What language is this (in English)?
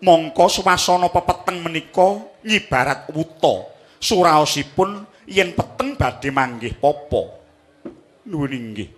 Javanese